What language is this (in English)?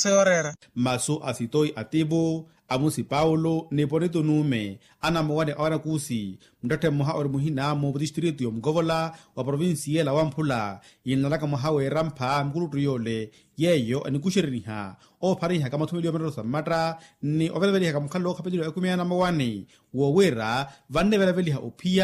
Makhuwa